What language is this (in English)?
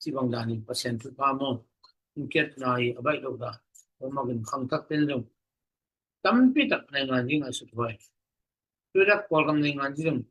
Tedim Chin